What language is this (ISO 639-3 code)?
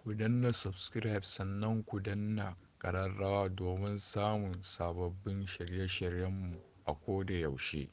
hau